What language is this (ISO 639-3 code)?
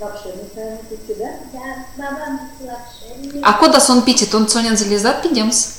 myv